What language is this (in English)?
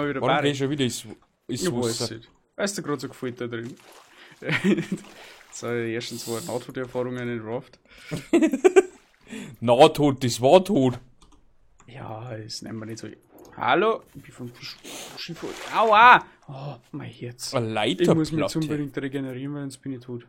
Bavarian